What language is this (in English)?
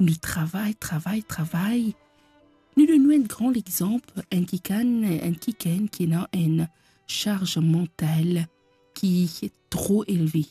Morisyen